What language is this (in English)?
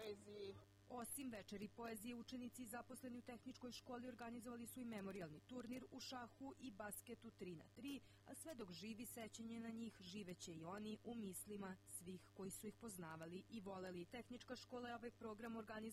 Serbian